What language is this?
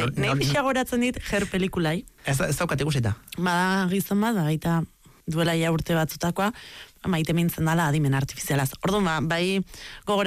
Basque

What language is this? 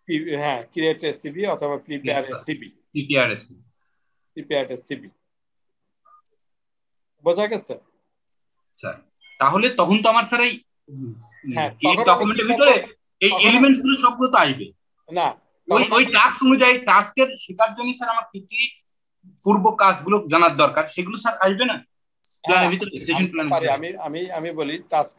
Bangla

